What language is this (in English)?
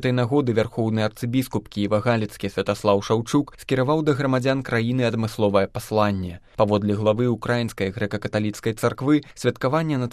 Belarusian